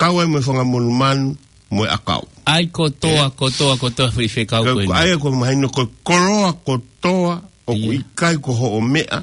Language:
Tongan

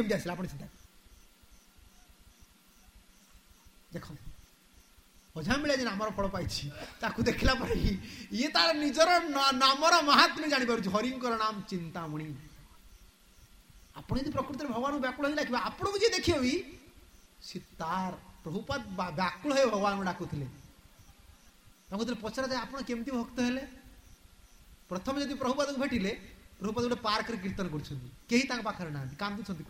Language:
Odia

